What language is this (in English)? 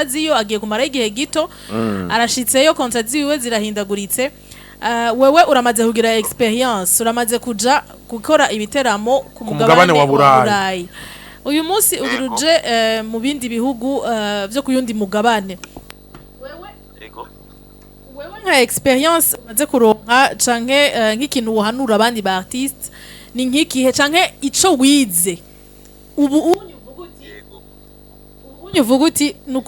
Rundi